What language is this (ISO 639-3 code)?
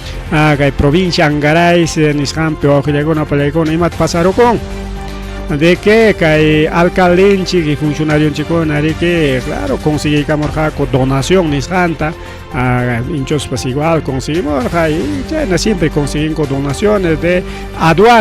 quy